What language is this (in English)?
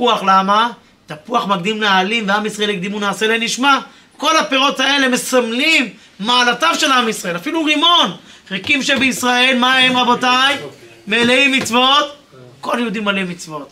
Hebrew